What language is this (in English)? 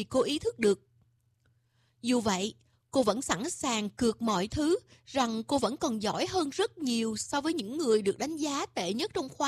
Vietnamese